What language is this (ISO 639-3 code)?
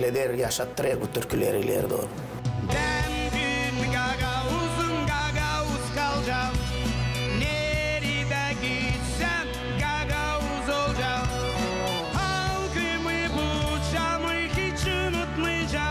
gag